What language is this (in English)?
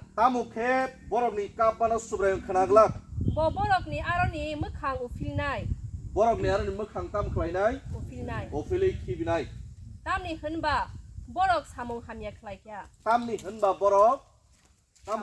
Kok Borok